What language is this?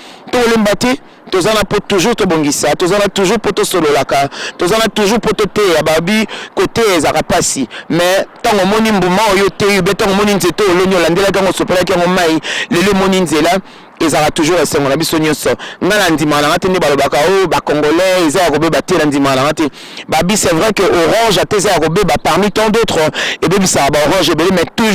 Lingala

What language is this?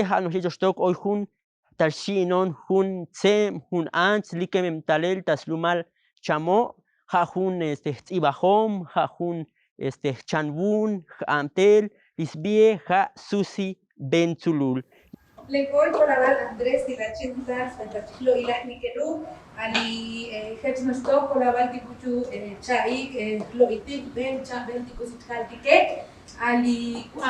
Tzotzil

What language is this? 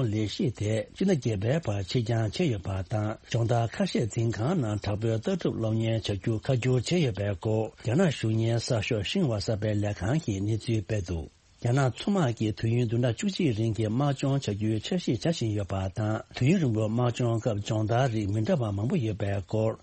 Tibetan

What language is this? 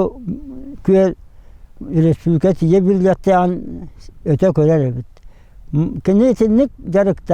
Yakut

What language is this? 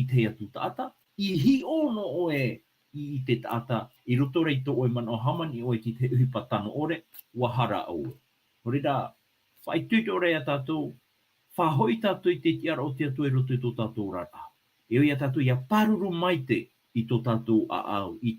Tahitian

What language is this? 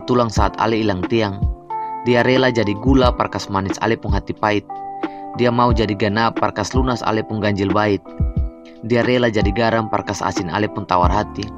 Ambonese Malay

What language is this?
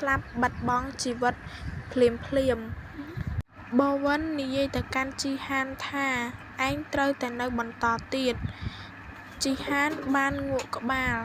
Khmer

